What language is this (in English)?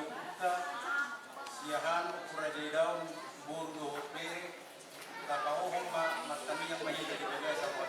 Batak Toba